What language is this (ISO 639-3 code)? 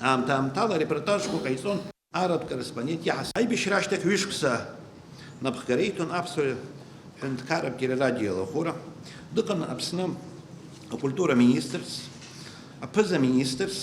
abk